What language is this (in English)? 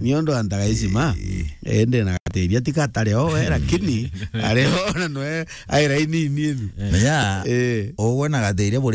Meru